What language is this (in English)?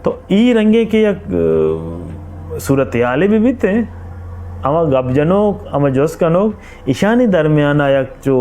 Baluchi